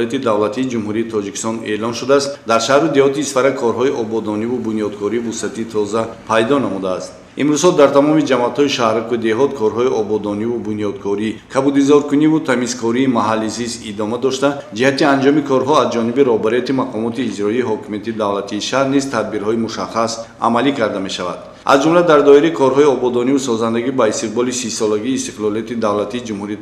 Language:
Tajik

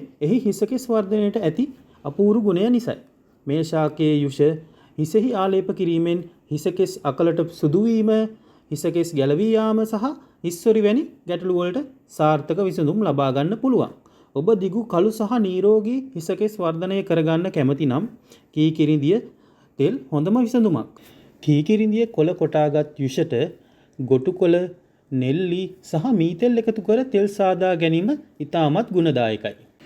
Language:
Sinhala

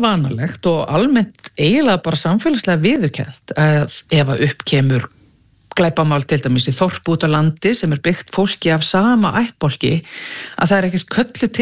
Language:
Icelandic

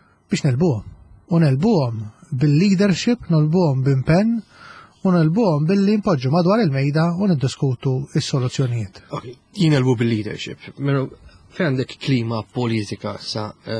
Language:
Maltese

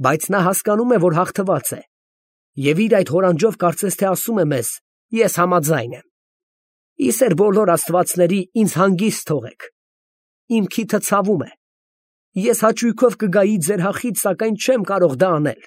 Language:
Armenian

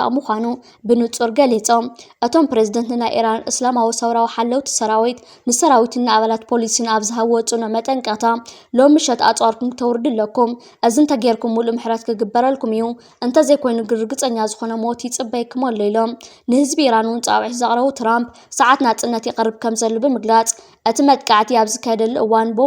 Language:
Tigrinya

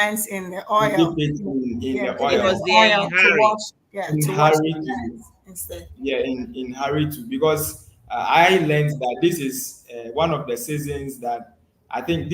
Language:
Ewe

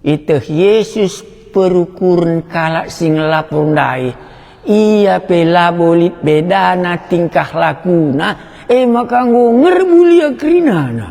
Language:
Batak Karo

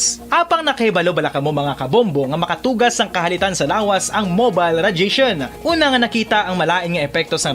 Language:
Hiligaynon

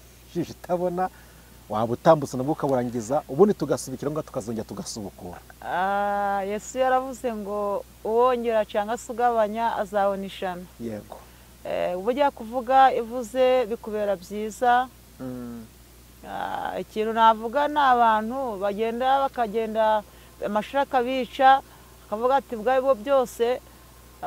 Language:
Kinyarwanda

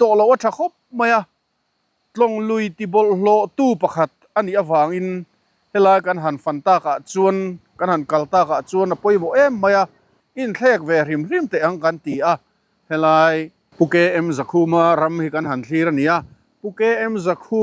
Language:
Mizo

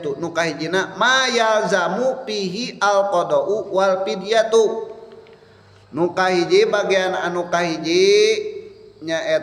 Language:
Sundanese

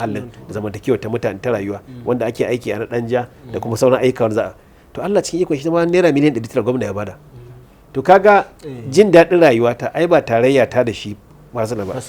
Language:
Hausa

